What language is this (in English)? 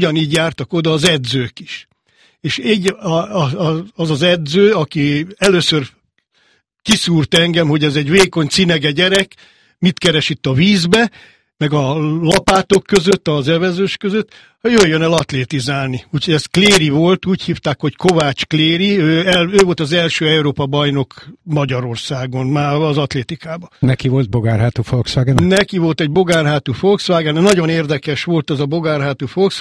Hungarian